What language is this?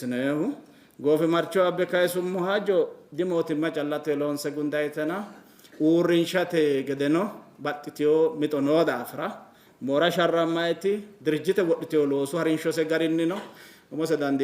Sidamo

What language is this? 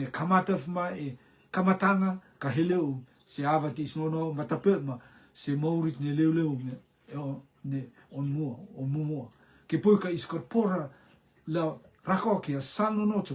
Rotuman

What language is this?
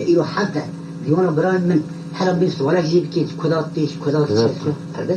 Kurdish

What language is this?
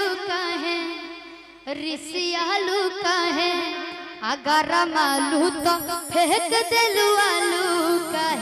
Magahi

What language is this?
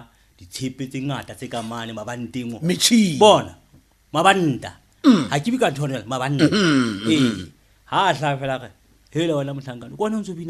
Southern Sotho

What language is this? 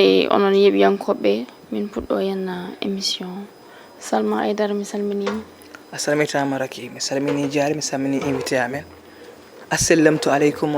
Fula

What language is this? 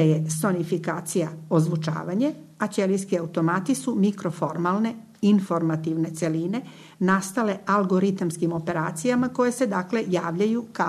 Serbian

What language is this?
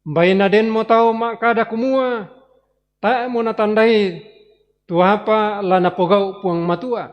Toraja-Sa'dan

